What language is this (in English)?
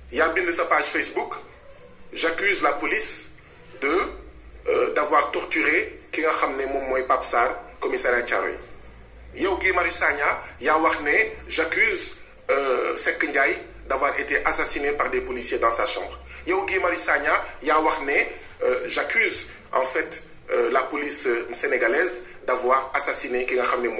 Wolof